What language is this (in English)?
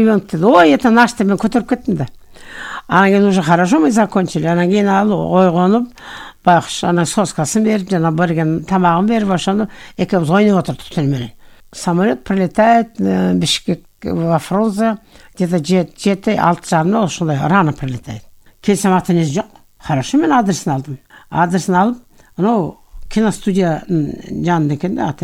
Kyrgyz